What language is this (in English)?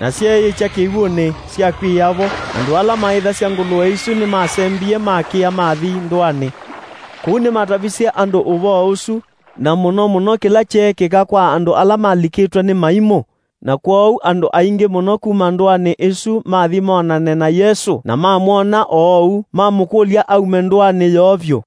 Kamba